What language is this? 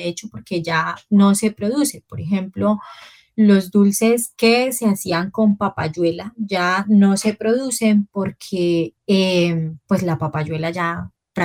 Spanish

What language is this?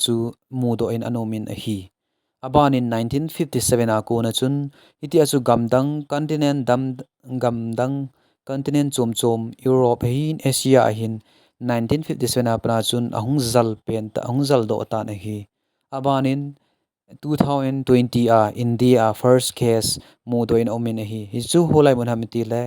Thado Chin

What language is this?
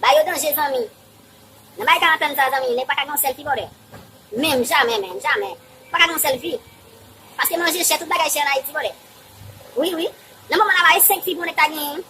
Haitian Creole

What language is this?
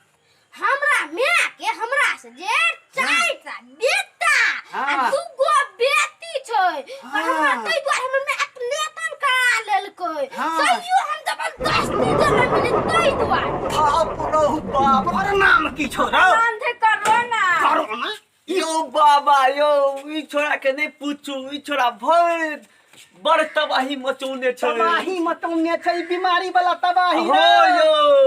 Maithili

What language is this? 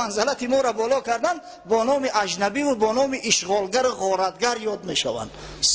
Tajik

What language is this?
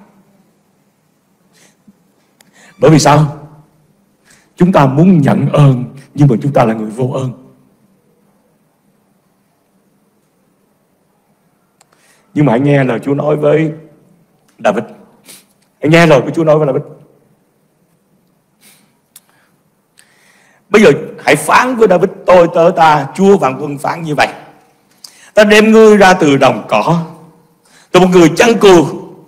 Vietnamese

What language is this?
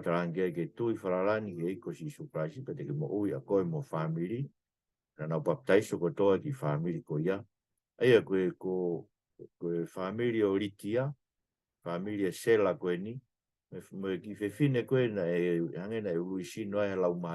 Tongan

